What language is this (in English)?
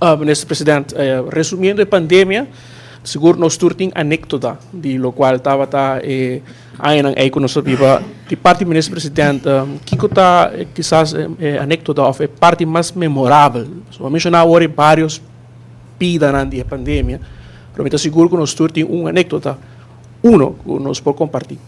Papiamento